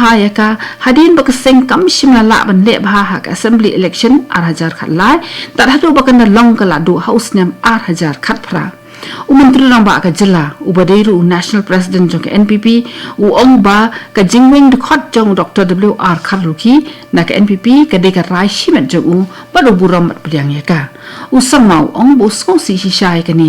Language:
Khasi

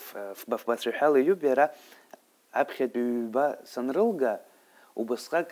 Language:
Abkhazian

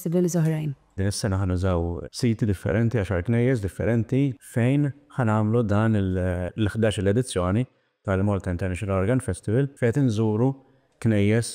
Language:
Maltese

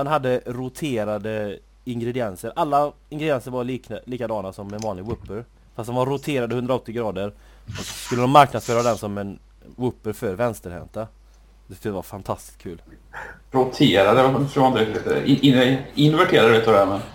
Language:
Swedish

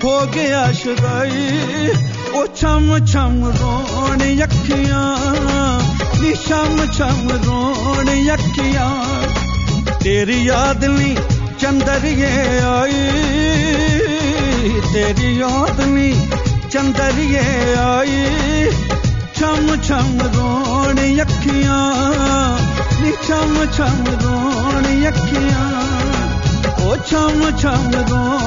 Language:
Punjabi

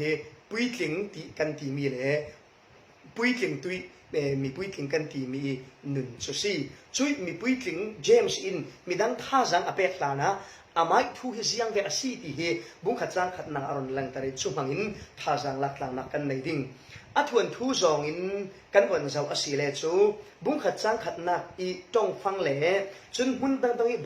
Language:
Falam Chin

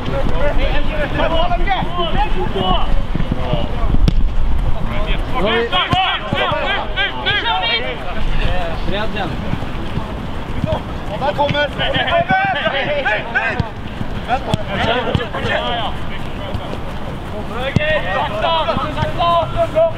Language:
Swedish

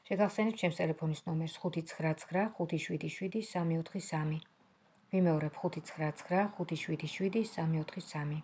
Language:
Georgian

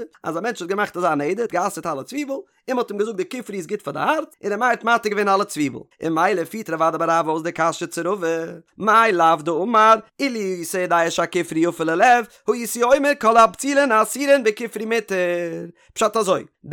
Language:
Yiddish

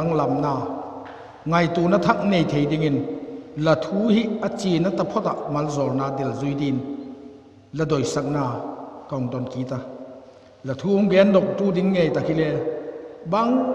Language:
Vaiphei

